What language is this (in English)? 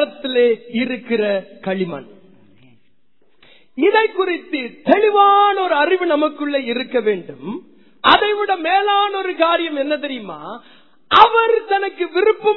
Tamil